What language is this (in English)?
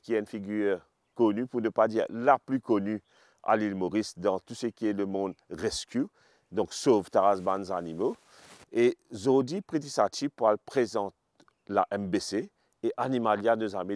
Morisyen